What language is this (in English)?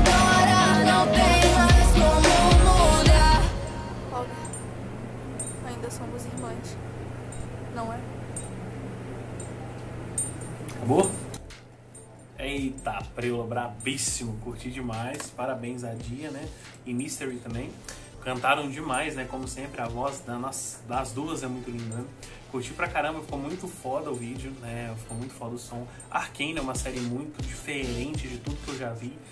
Portuguese